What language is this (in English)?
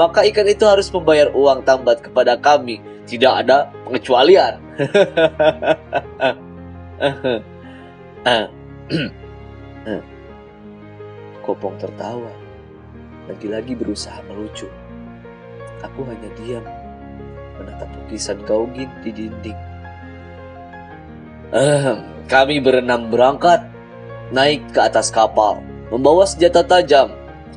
Indonesian